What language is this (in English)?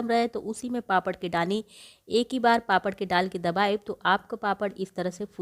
Bhojpuri